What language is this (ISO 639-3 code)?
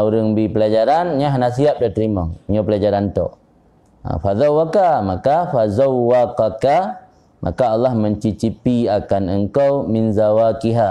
ace